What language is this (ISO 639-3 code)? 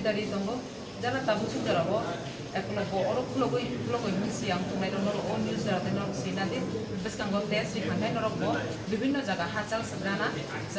trp